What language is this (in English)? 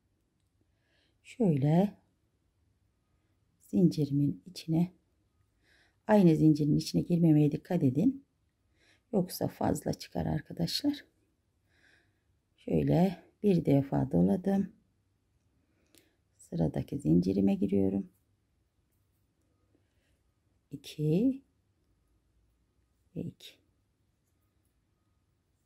Turkish